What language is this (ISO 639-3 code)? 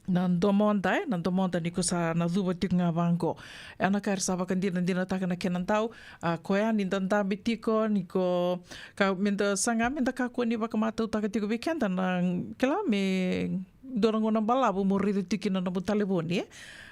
fij